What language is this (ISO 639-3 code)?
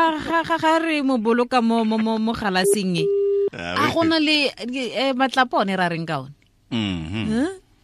tsn